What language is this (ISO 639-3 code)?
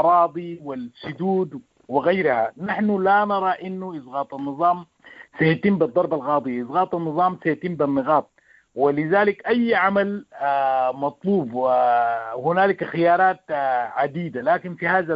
apd